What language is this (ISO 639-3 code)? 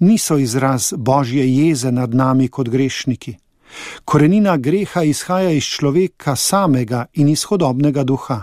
slv